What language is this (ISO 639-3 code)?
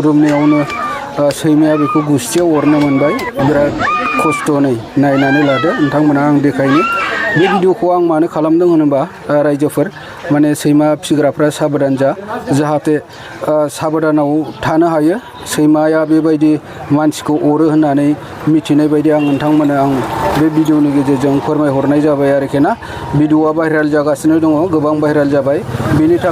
brx